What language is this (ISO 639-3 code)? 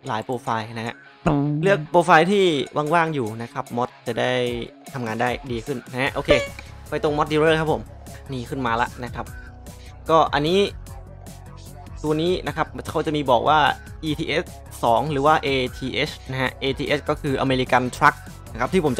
tha